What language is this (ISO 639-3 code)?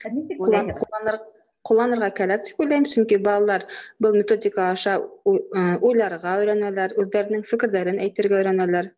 bak